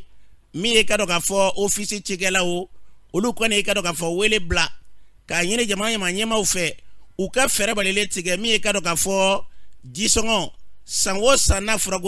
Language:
Bambara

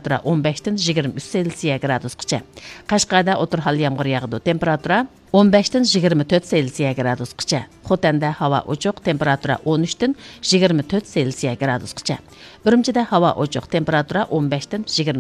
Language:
Uyghur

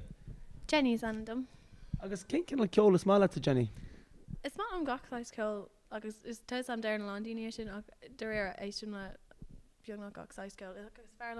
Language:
Irish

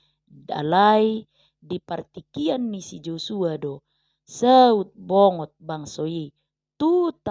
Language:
Batak Toba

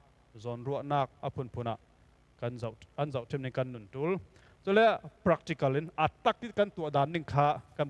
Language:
Falam Chin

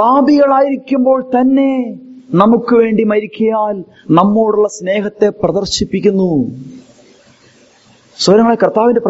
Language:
Malayalam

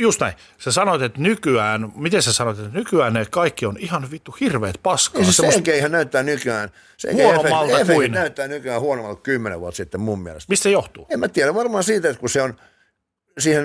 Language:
Finnish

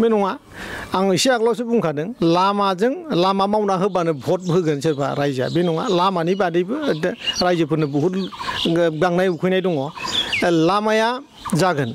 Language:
Bodo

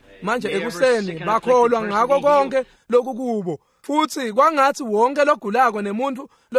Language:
Swati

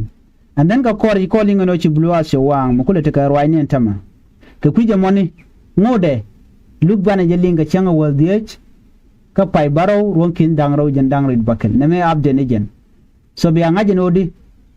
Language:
Nuer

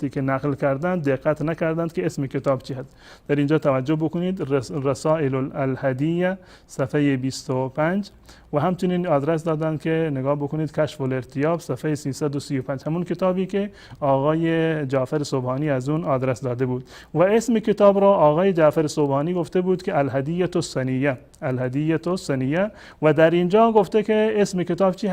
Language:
Persian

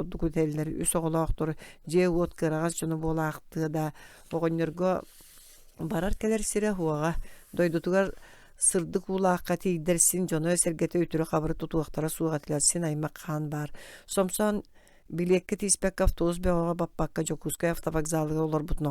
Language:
Yakut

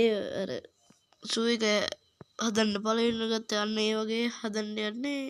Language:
Sinhala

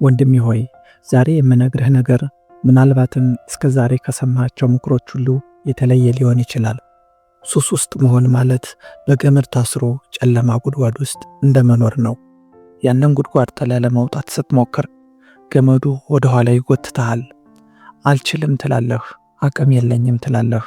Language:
Amharic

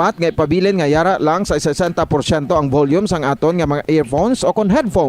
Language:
Hiligaynon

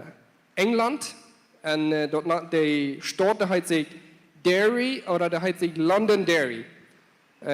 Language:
Plautdietsch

